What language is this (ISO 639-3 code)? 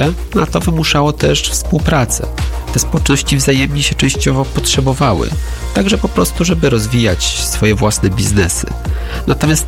pol